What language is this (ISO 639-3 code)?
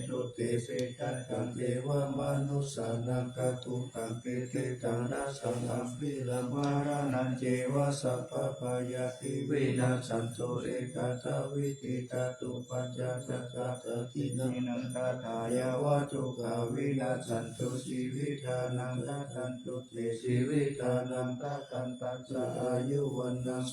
pli